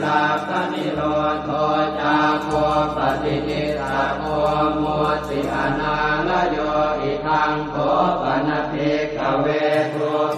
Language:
Pali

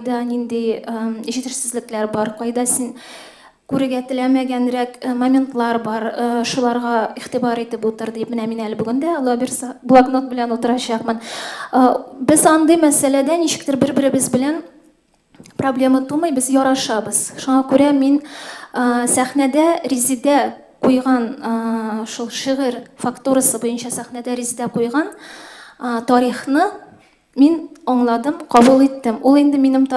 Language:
Tatar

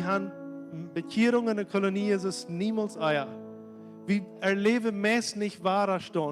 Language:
Plautdietsch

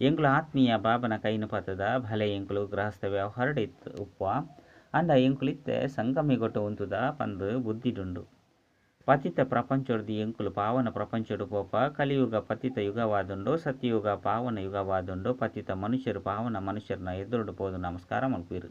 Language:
Tulu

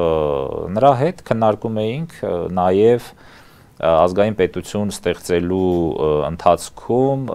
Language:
Armenian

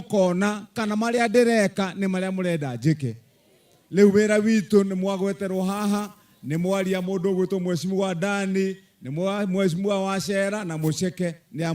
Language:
Kikuyu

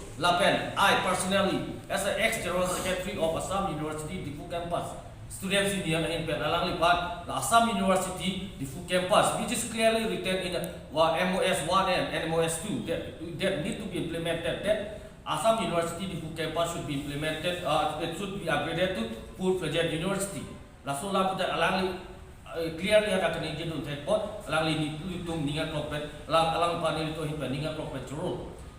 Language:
Karbi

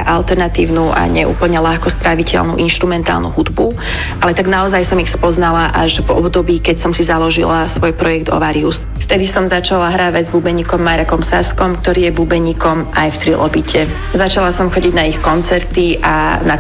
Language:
Slovak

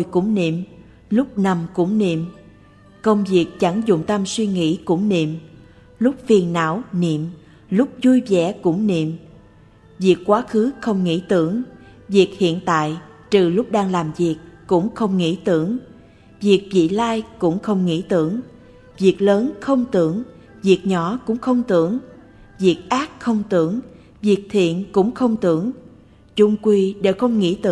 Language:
Vietnamese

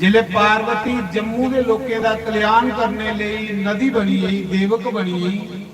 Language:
Dogri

